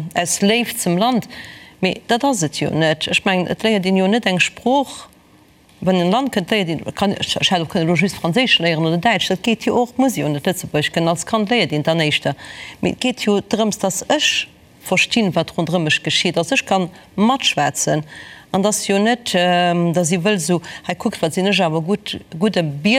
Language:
Luxembourgish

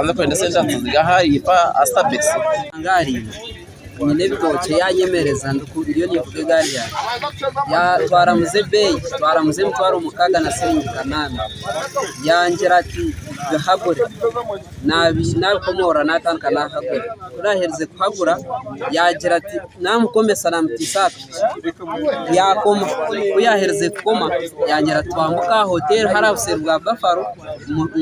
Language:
Nyankole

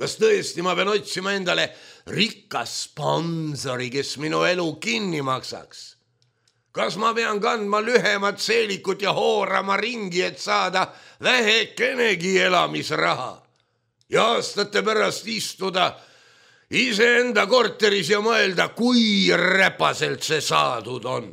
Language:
Estonian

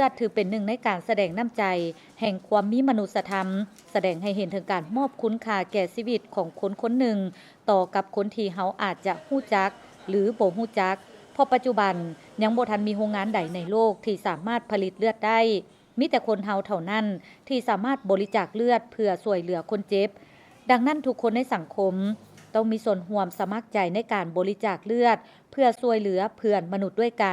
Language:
Lao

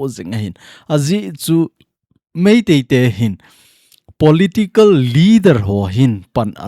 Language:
Thado Chin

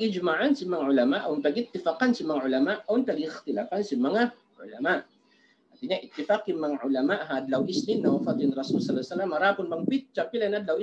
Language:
Tausug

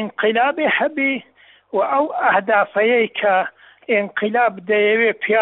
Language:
Central Kurdish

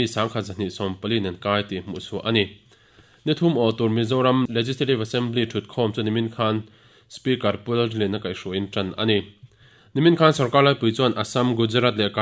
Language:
Mizo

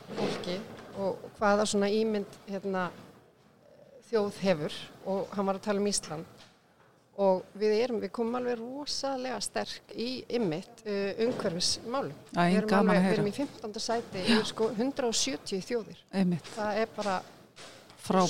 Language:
Icelandic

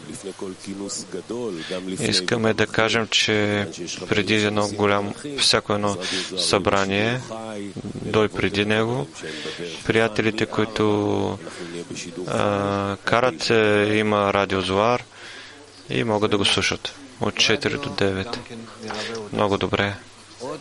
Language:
Bulgarian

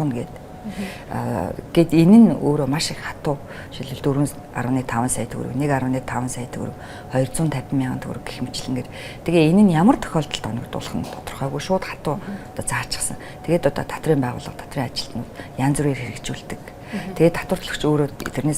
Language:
Mongolian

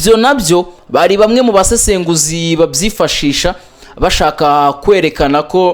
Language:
Kinyarwanda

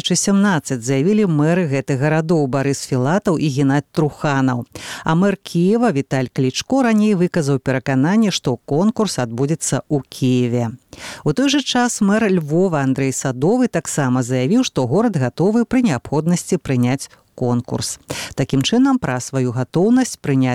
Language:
Belarusian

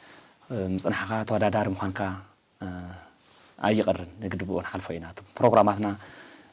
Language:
Tigrinya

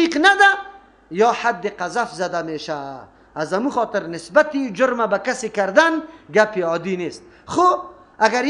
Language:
Persian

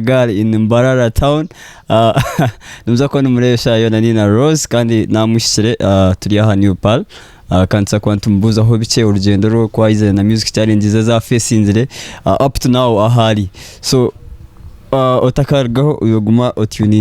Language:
Nyankole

